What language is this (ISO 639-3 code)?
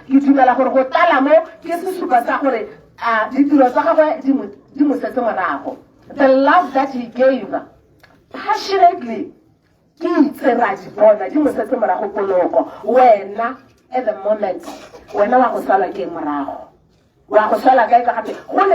tsn